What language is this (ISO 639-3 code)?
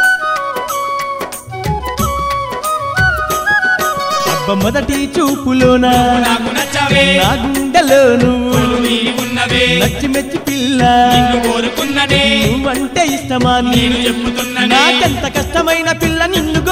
tel